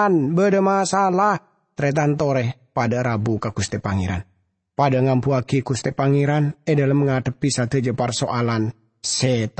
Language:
Madurese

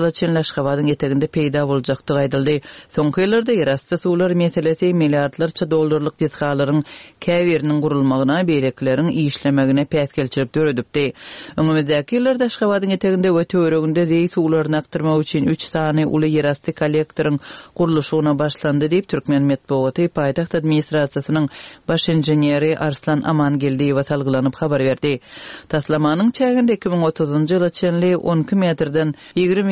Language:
Turkmen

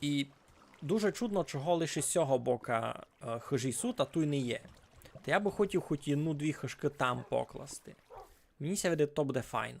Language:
Rusyn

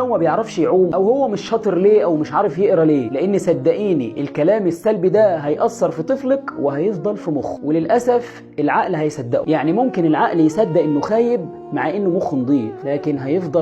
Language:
Egyptian Arabic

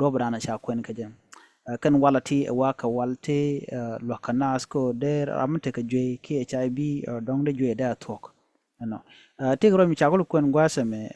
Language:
Nuer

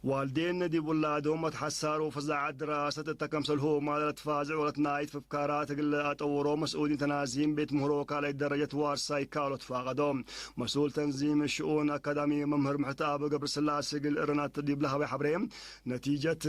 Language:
Tigre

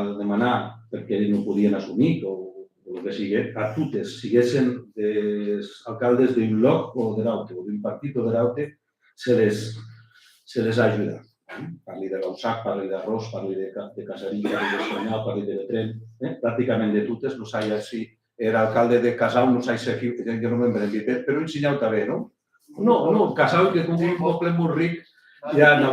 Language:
Occitan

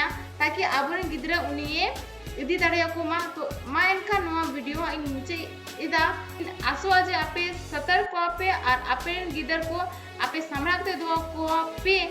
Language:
Santali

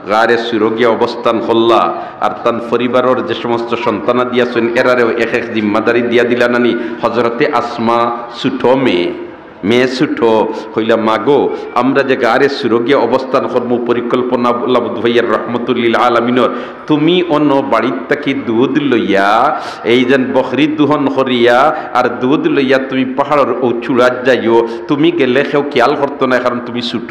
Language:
Sylheti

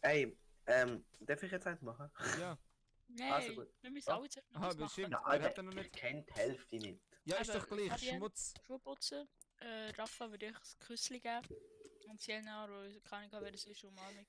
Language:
Swiss German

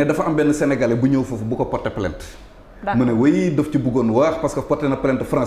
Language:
Wolof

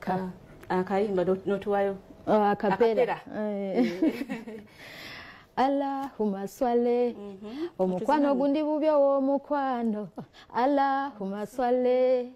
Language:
Ganda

